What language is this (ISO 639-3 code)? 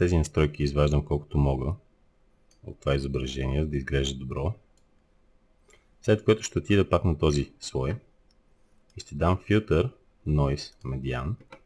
bul